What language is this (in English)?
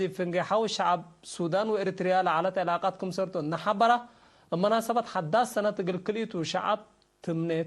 Tigre